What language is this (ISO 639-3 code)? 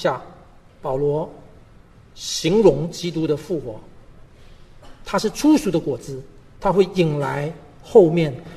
zho